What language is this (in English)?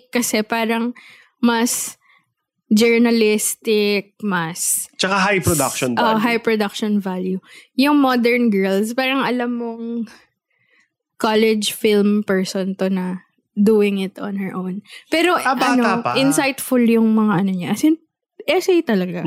Filipino